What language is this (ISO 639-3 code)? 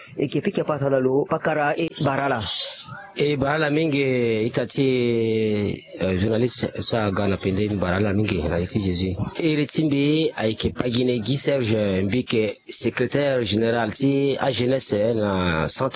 sag